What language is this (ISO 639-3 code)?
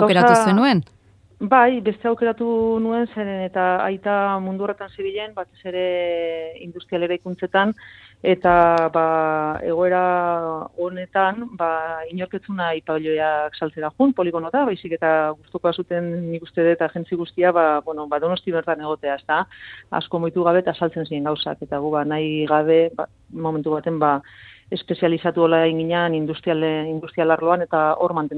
eus